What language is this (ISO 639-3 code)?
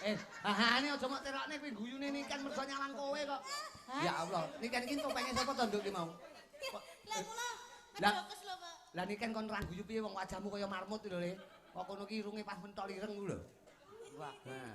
jav